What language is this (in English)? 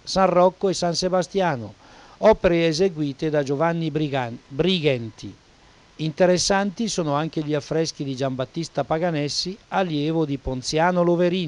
Italian